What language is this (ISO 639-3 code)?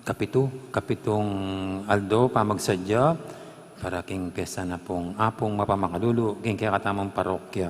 pam